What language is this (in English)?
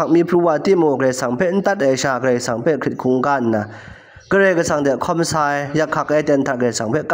Kachin